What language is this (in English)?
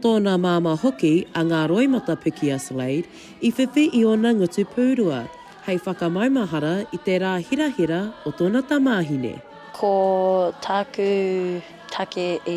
Māori